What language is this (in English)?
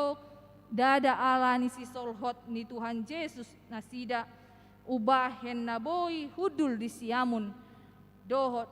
Batak Toba